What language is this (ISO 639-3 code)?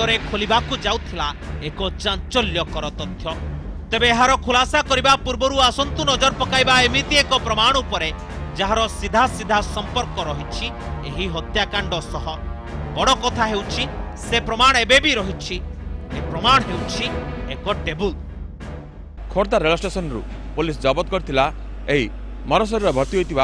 ori